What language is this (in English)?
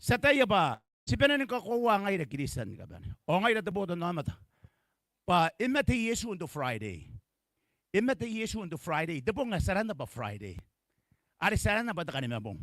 Gilbertese